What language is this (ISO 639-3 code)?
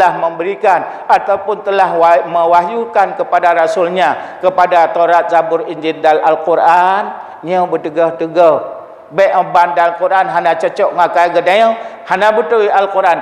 ace